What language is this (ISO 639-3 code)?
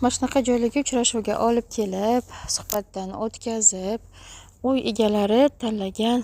uzb